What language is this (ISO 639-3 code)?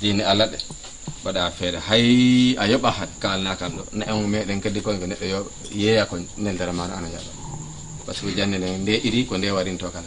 ful